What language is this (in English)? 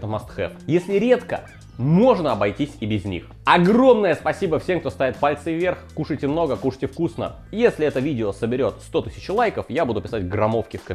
Russian